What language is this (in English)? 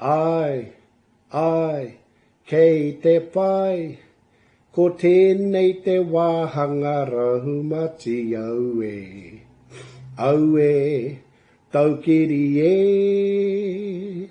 Māori